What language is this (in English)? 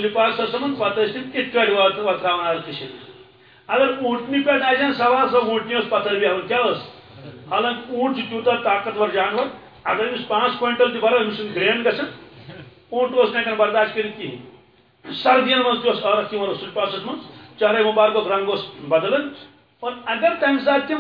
Kashmiri